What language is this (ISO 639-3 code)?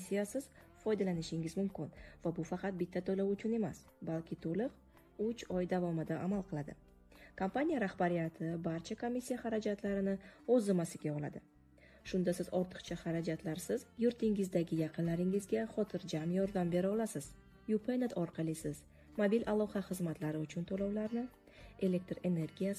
uzb